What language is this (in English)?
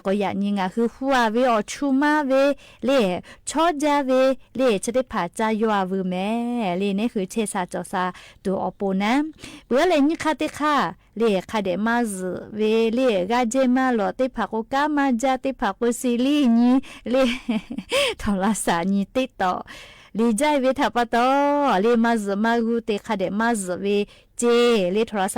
Lahu